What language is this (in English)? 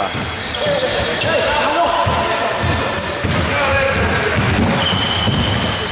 Greek